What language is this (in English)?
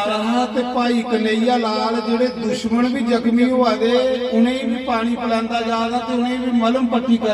Dogri